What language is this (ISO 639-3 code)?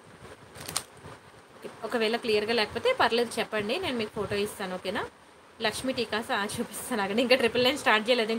tel